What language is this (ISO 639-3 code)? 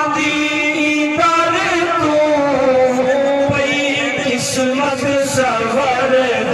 skr